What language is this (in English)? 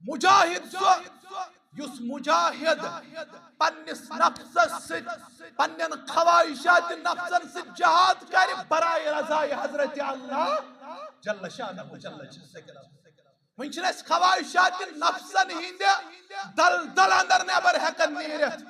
Kashmiri